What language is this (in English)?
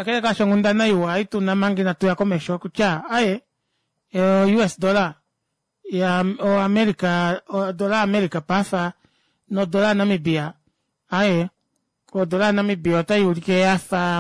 Kuanyama